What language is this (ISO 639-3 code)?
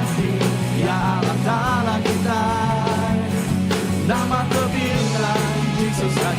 iba